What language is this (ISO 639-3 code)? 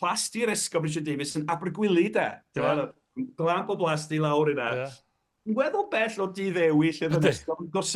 cym